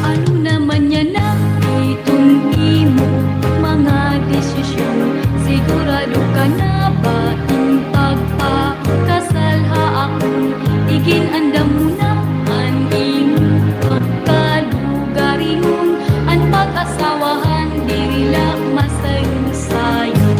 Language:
Waray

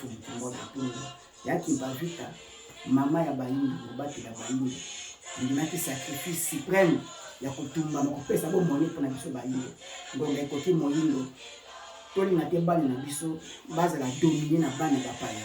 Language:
Lingala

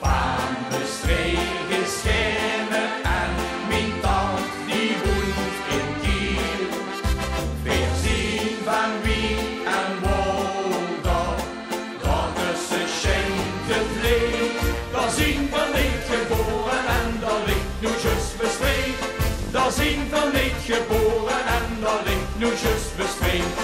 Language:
Limburgish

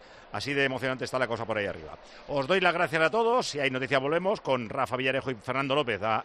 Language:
Spanish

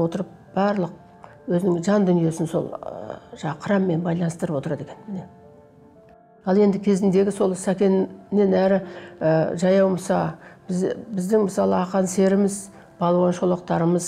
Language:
Kazakh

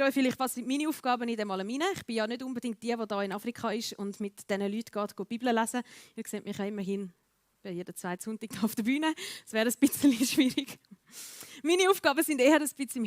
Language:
Swiss German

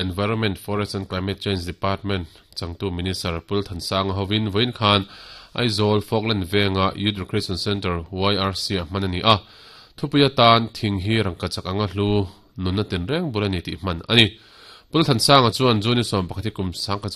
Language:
Mizo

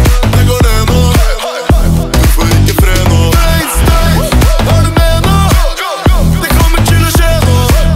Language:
Norwegian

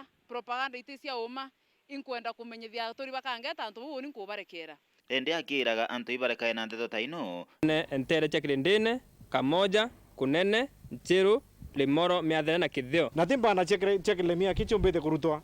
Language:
Meru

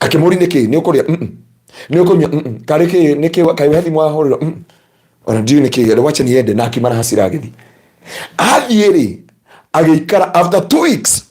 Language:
Kikuyu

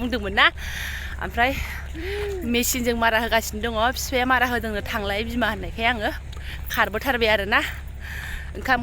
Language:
Bodo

